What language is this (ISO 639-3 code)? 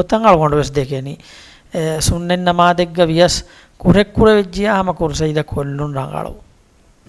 div